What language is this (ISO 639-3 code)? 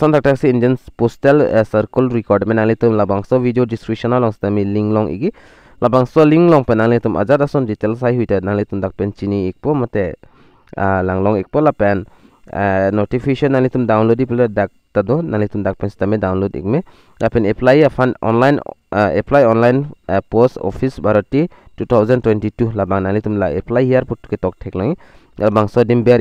mjw